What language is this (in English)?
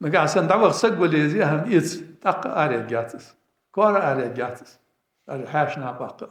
Ingush